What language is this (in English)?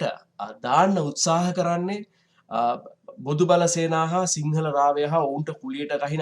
Sinhala